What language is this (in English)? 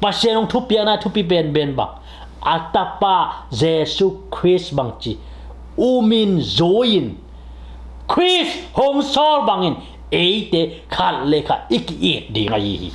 Tedim Chin